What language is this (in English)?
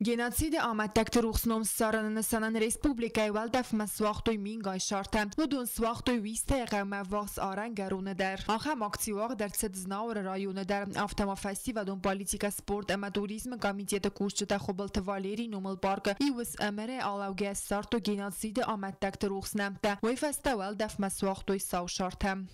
Ossetic